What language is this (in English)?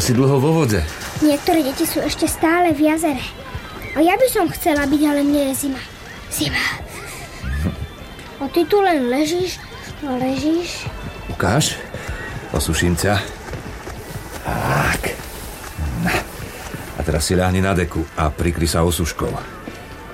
Slovak